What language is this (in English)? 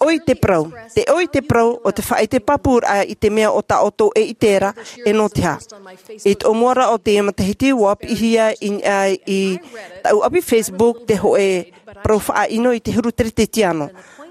Tahitian